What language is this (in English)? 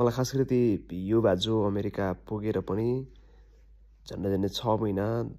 Nepali